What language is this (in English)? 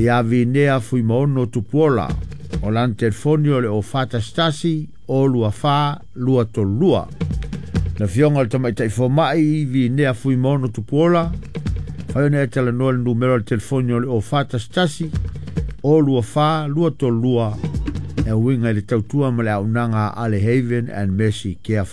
Samoan